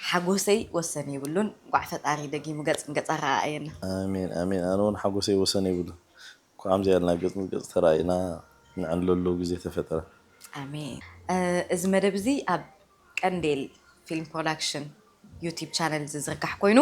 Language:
Tigrinya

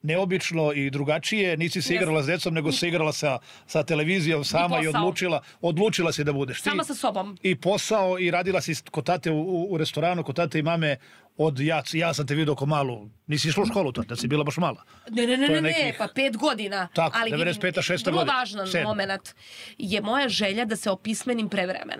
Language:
Serbian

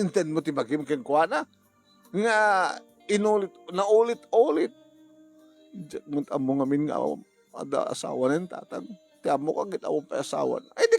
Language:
Iloko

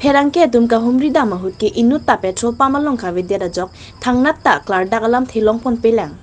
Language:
Karbi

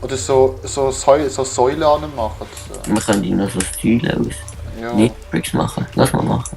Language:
Swiss German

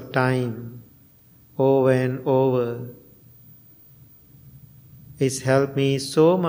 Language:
English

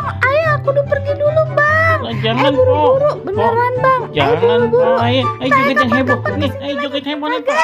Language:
Betawi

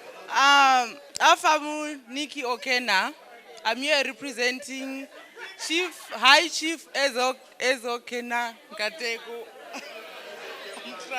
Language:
Igbo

